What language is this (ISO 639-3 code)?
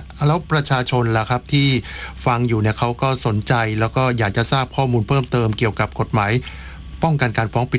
tha